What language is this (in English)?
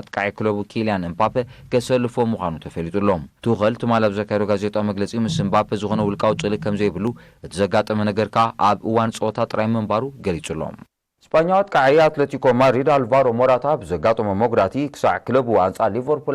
Tigrinya